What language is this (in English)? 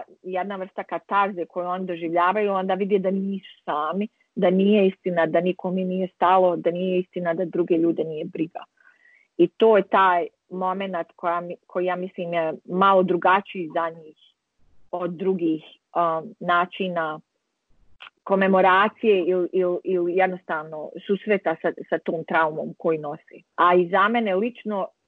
Bosnian